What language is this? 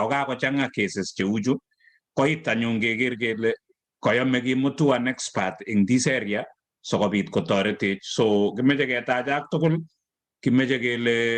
Kalenjin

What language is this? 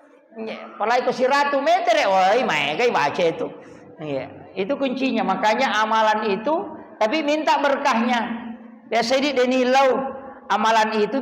Buginese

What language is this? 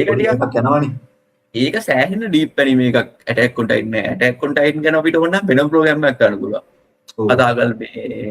Sinhala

